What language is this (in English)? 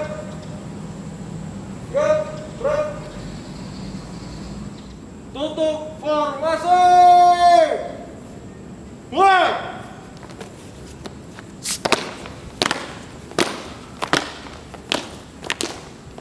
Indonesian